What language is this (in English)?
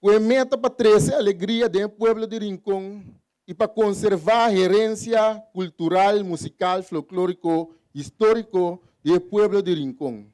Papiamento